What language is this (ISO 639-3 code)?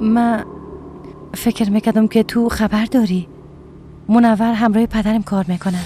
fas